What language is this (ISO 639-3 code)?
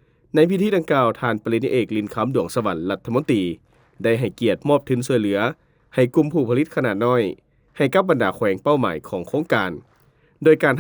lao